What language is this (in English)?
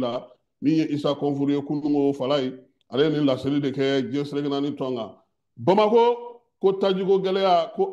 Bambara